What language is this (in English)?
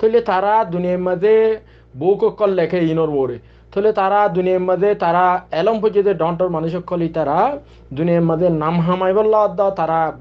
Rohingya